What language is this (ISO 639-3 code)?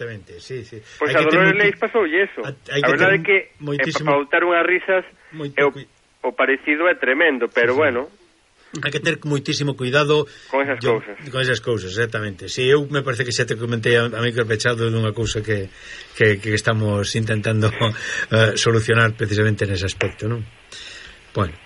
glg